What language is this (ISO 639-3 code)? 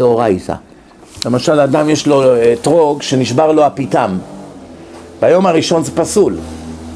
heb